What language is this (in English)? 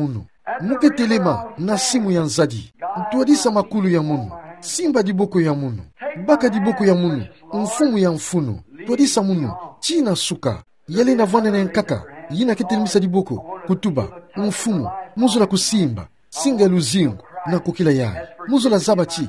Kituba (Democratic Republic of Congo)